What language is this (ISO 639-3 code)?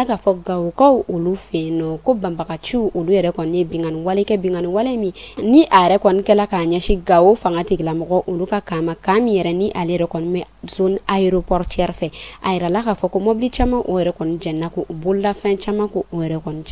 bam